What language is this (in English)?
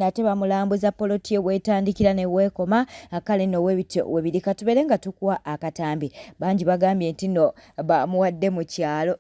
Ganda